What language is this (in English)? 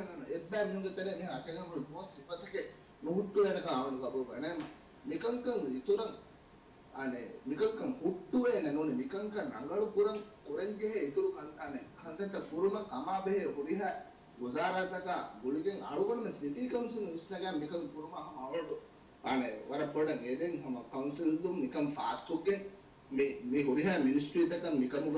Divehi